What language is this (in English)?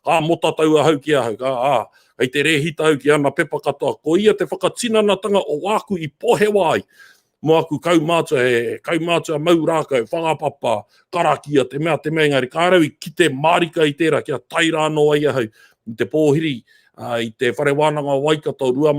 Māori